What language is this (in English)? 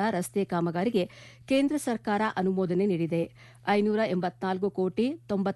Kannada